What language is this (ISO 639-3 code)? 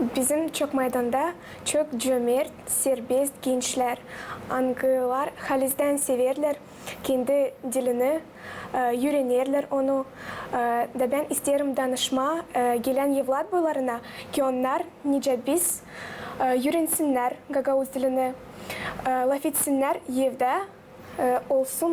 gag